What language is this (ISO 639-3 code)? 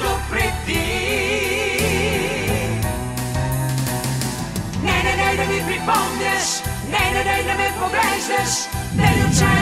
bul